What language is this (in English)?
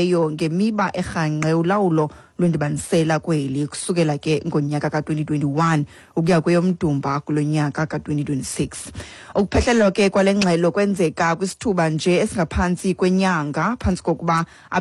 Xhosa